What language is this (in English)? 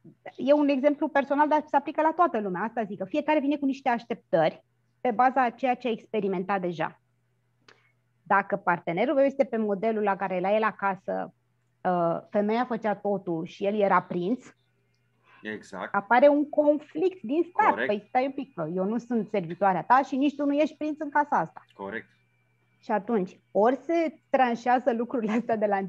Romanian